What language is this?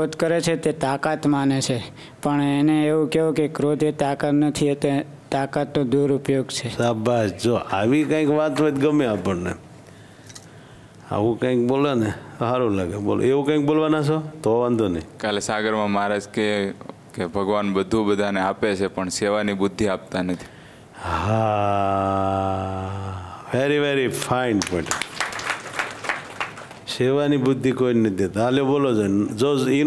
Gujarati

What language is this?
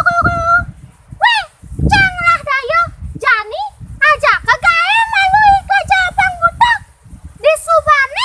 Balinese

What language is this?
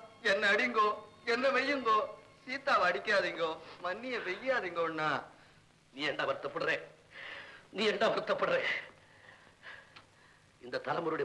Tamil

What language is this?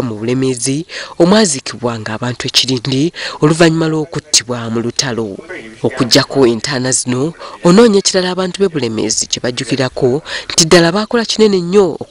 Ganda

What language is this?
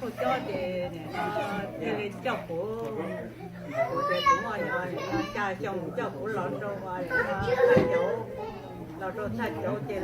Hmong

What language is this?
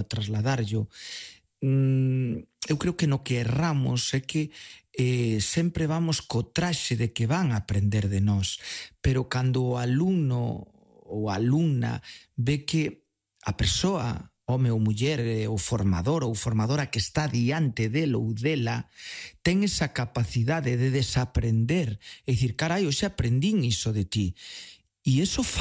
Galician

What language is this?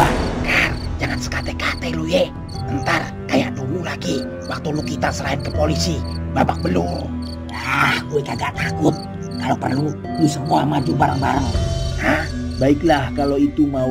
Betawi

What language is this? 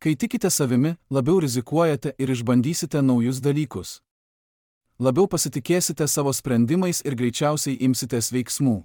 Lithuanian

